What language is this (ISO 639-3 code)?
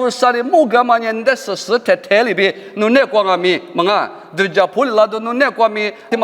lis